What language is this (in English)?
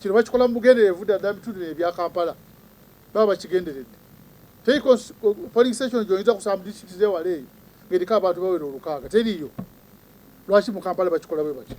Ganda